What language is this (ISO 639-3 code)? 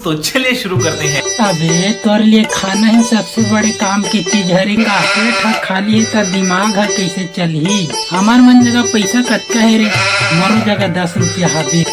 hne